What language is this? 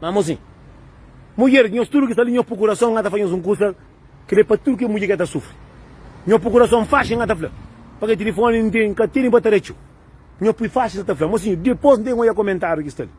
Kabuverdianu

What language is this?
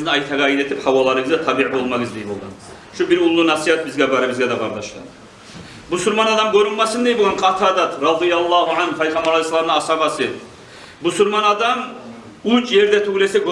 Kumyk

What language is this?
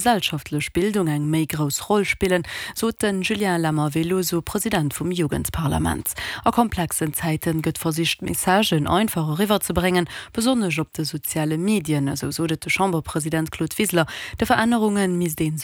Luxembourgish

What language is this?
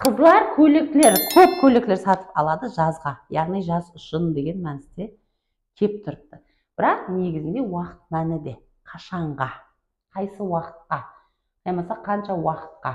Kara-Kalpak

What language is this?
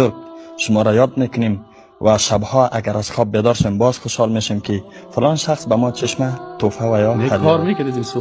Persian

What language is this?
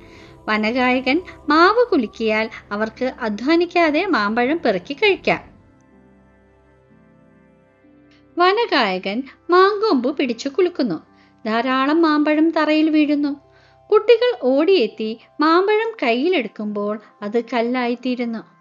Malayalam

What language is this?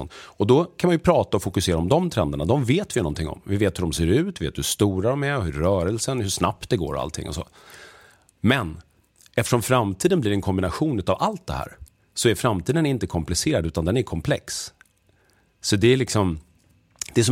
Swedish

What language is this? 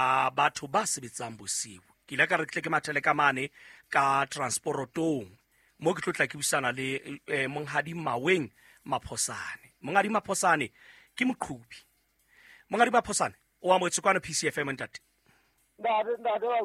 Southern Sotho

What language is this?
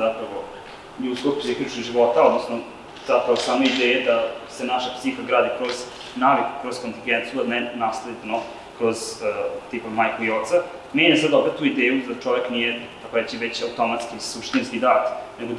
Serbian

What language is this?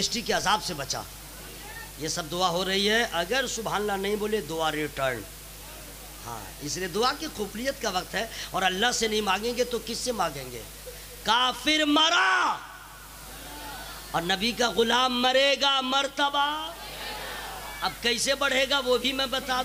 Urdu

